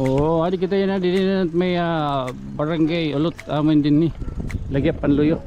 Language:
Waray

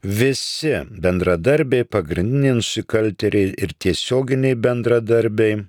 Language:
Lithuanian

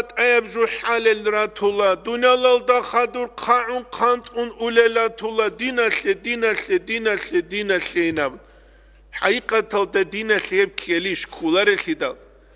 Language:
Avaric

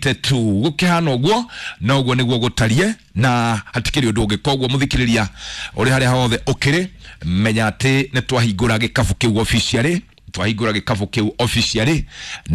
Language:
Kikuyu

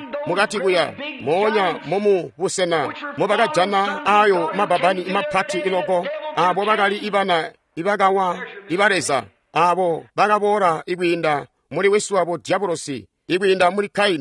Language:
Tonga (Zambia)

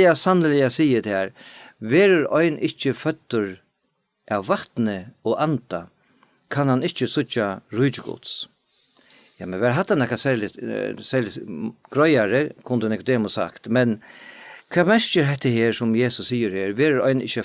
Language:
Faroese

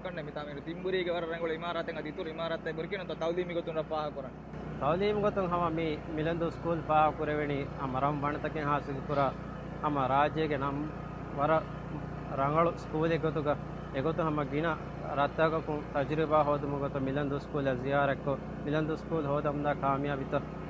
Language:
Divehi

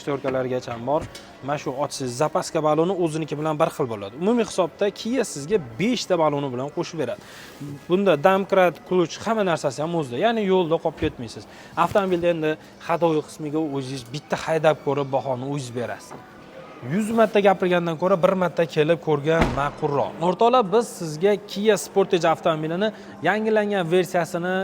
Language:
Uzbek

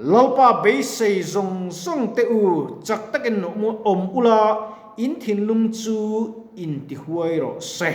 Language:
Mizo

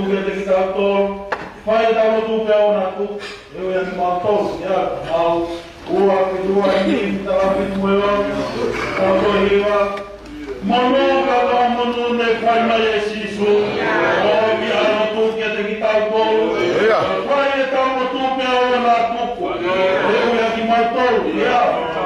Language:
Tongan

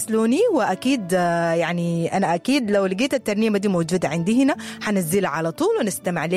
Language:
Sudanese Arabic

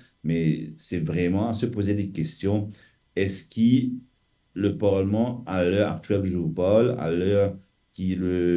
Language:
Morisyen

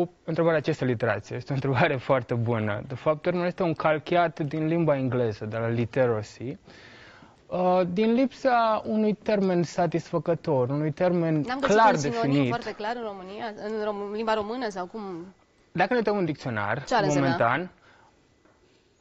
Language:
Romanian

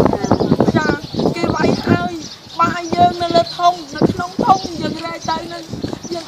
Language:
Khmer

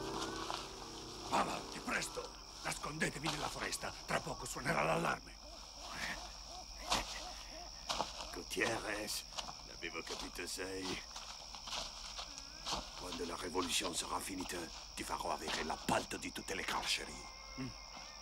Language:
Italian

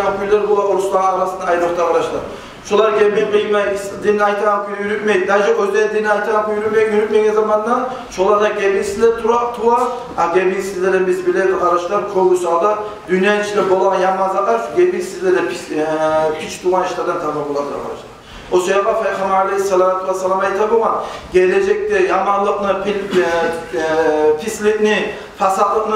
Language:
Kumyk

